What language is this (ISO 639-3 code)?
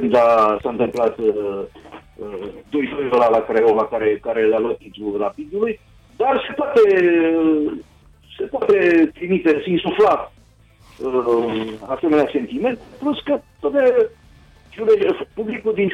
ron